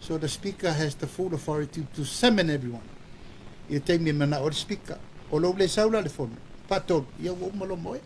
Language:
Samoan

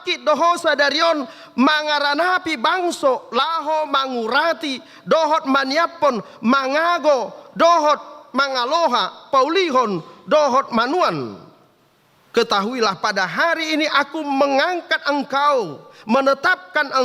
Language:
Batak Toba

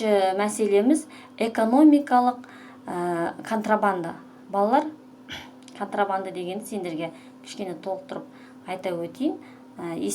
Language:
Kazakh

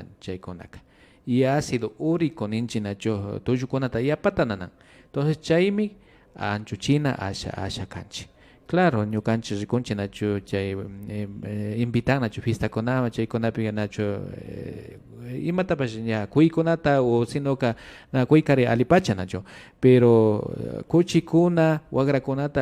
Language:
Imbabura Highland Quichua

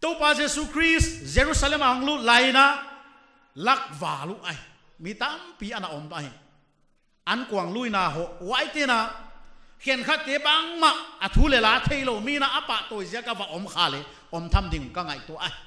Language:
Paite Chin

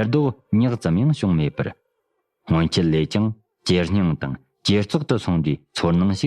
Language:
Tibetan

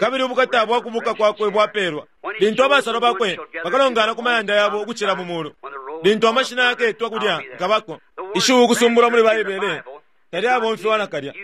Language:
Bemba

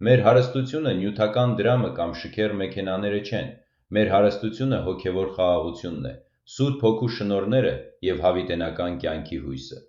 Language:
Western Armenian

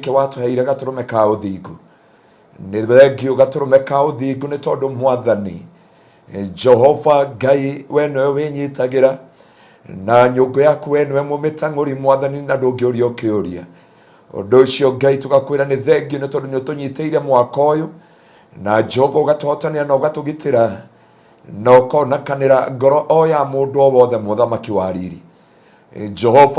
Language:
Kikuyu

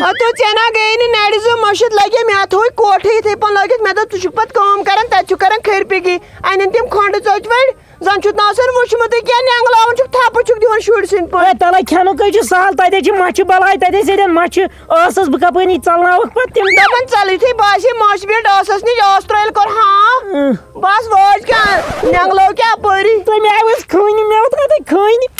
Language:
Kashmiri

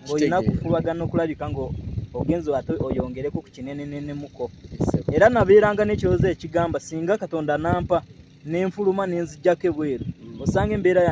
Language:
Ganda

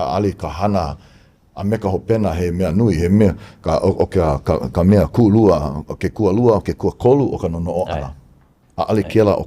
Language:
Hawaiian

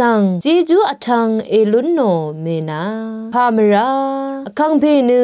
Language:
Rawang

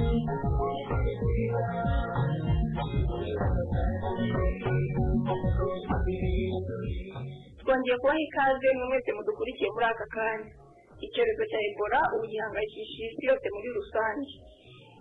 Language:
Kinyarwanda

